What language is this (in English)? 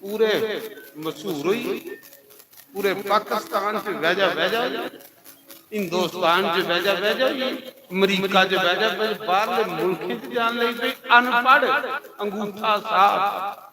Dogri